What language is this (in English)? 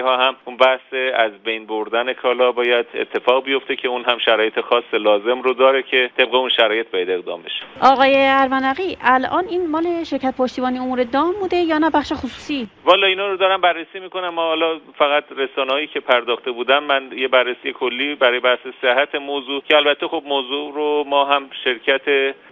Persian